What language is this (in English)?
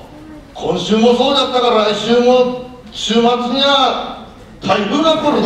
Japanese